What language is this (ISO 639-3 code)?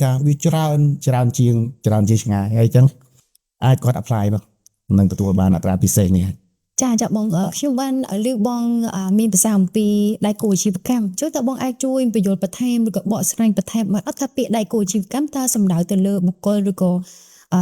khm